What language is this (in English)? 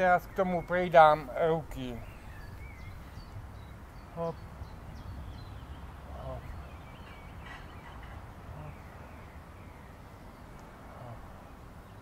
Slovak